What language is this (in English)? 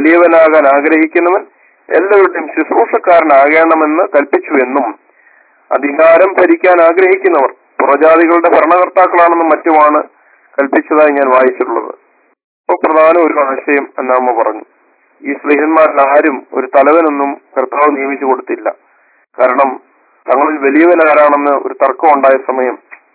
Malayalam